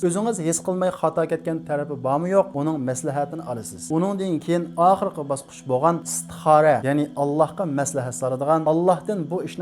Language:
Uyghur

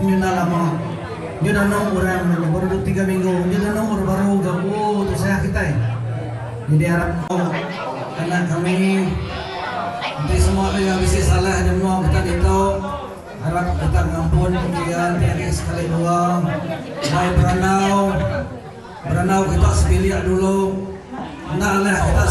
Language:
Iban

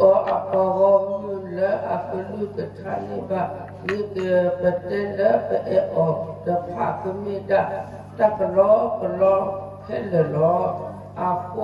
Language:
S'gaw Karen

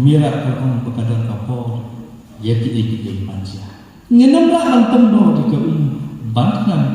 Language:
Khasi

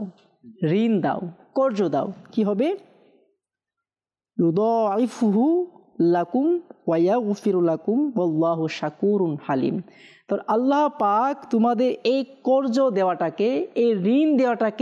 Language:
Bangla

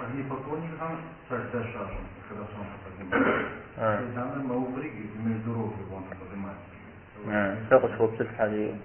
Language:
Kabardian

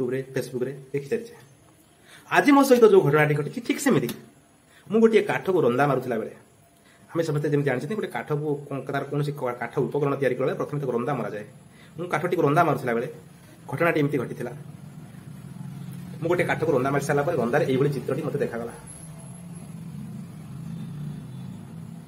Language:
Odia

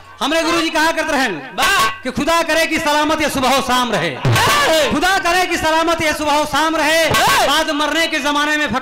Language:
Bhojpuri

